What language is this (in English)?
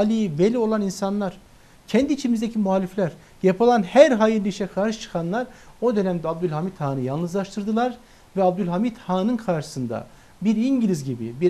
Turkish